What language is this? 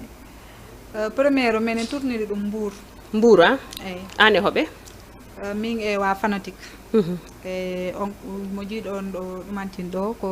Fula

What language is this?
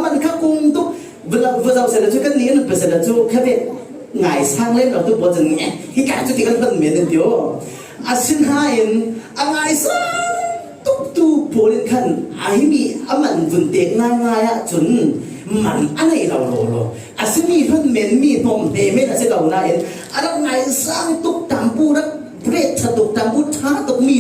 Falam Chin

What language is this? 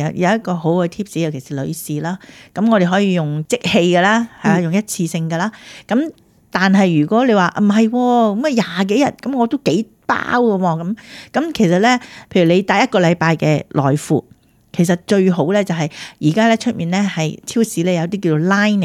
Cantonese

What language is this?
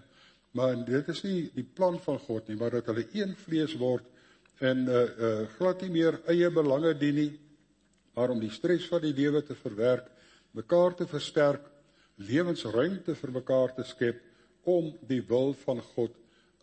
Afrikaans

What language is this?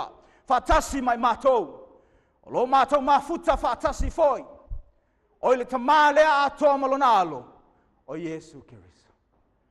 Samoan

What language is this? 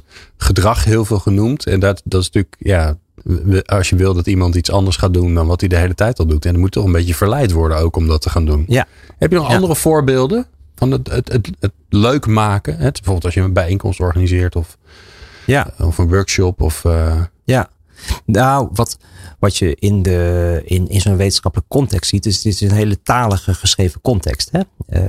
Dutch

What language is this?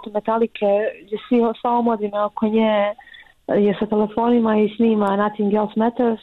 Bosnian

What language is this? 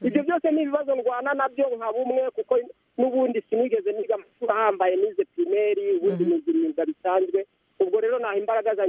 Kinyarwanda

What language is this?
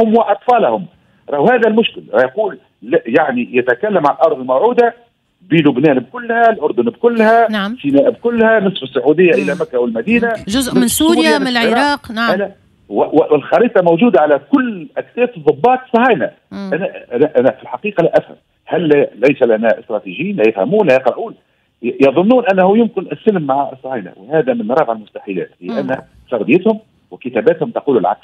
Tunisian Arabic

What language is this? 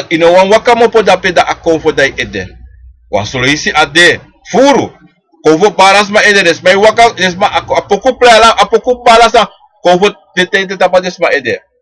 Sranan Tongo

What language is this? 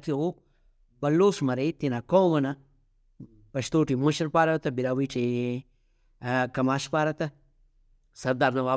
Brahui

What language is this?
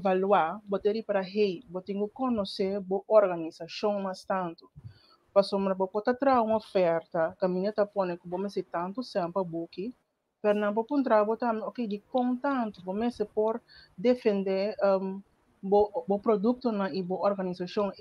Papiamento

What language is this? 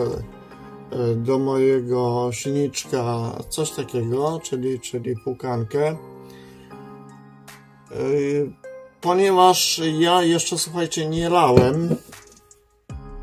Polish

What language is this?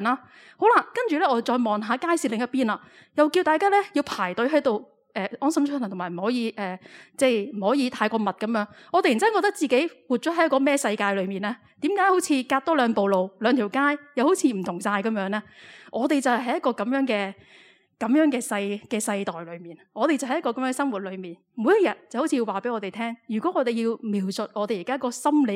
Cantonese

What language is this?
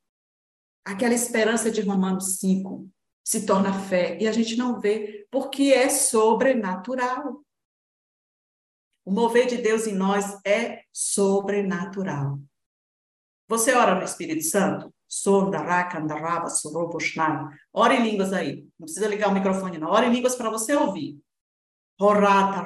Portuguese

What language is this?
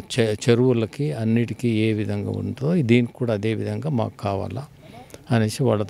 Telugu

